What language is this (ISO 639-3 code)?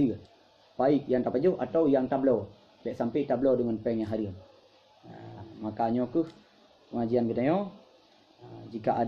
ace